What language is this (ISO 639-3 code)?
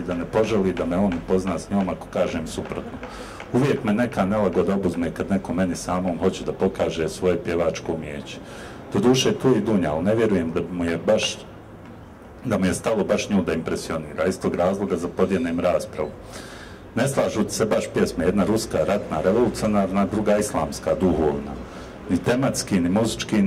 bos